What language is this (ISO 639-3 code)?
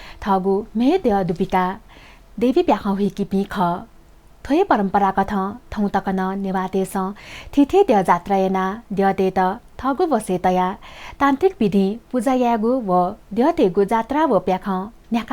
new